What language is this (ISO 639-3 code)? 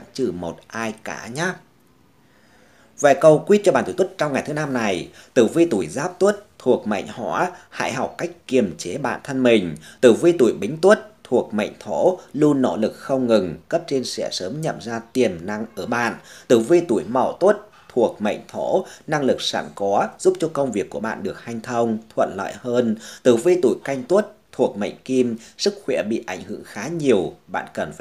vie